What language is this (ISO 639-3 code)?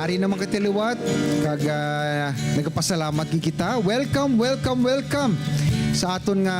hil